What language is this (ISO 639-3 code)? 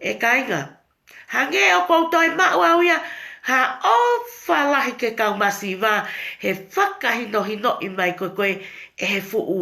ton